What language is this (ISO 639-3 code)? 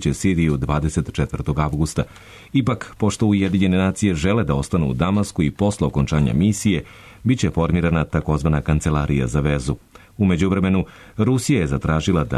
srp